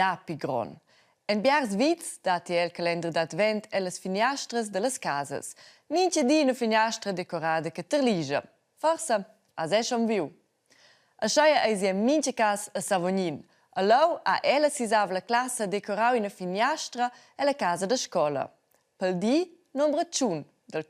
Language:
Romansh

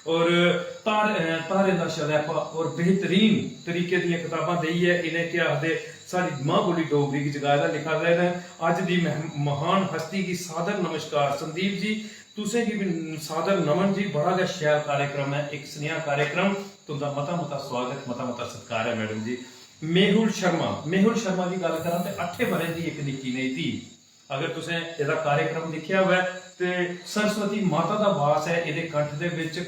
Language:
Dogri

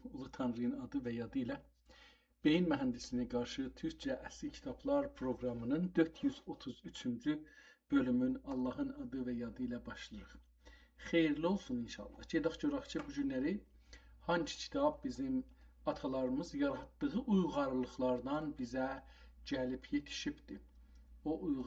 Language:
South Azerbaijani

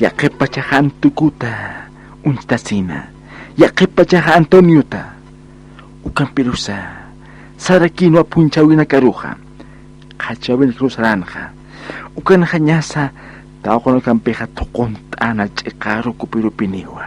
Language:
Aymara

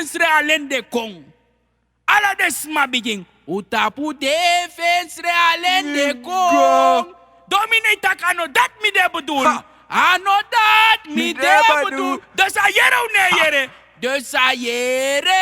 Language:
Sranan Tongo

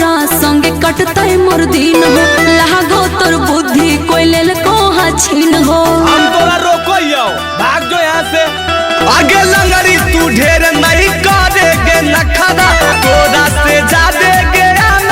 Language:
Magahi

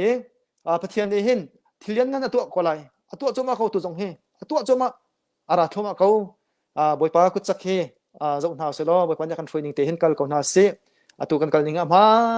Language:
Hakha Chin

